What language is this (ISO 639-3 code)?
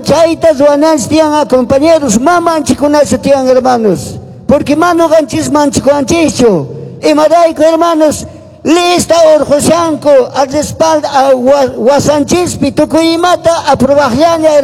que